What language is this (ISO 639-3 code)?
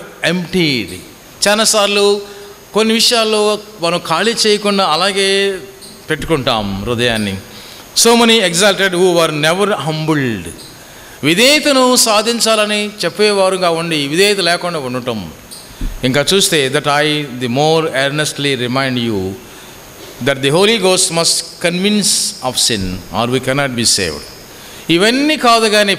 tel